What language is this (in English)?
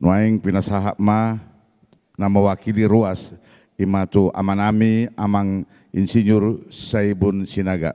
Batak Toba